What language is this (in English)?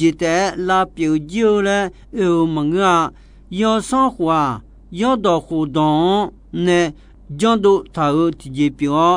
Akha